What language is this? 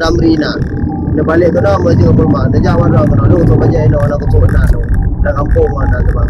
Achinese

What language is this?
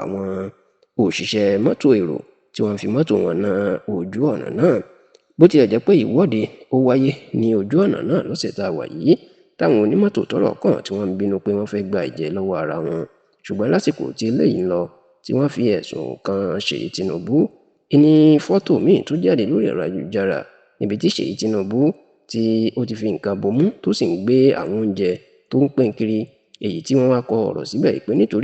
Yoruba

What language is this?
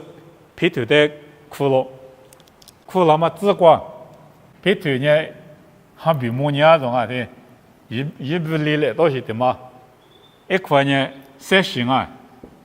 Lisu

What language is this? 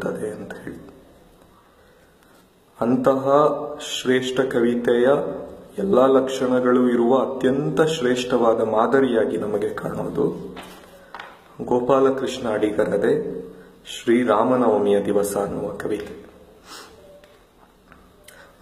Kannada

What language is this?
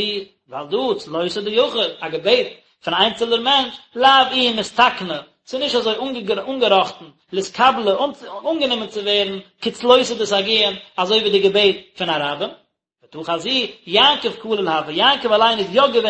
Yiddish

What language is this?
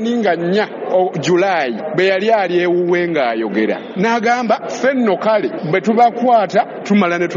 Ganda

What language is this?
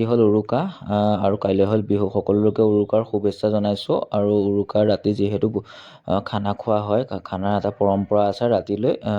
Assamese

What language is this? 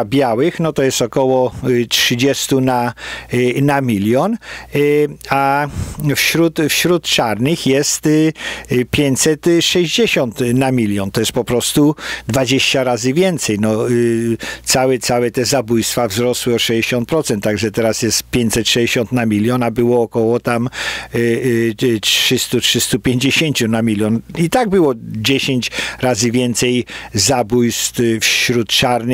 Polish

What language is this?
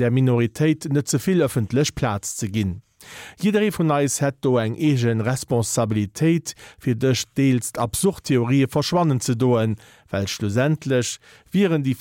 Luxembourgish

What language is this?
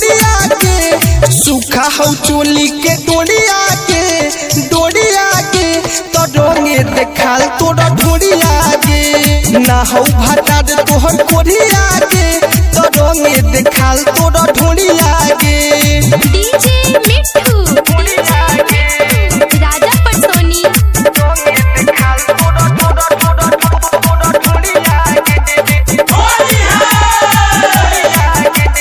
Bhojpuri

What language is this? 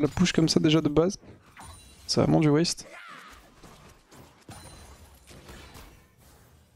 French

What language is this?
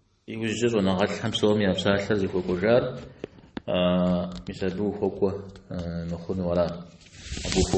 Kabardian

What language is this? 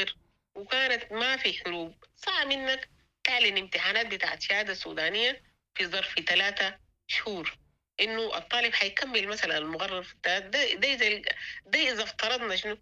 Sudanese Arabic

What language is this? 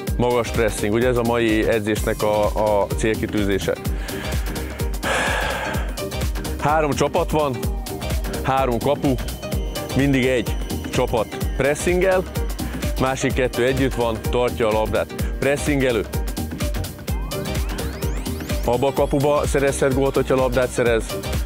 Hungarian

